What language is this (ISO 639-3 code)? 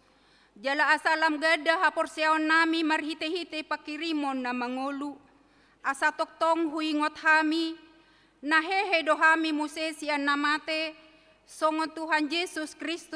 bbc